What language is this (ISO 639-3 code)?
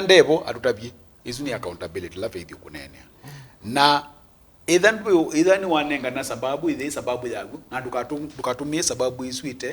kam